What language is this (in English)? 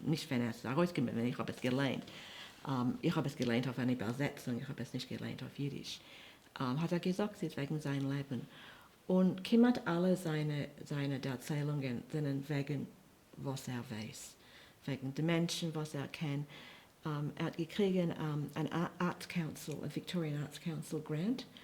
Yiddish